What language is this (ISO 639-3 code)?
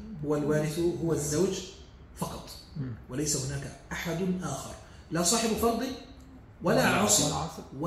ara